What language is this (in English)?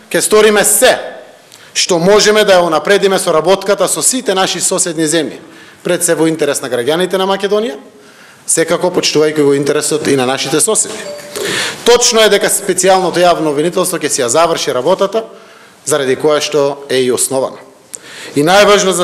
Macedonian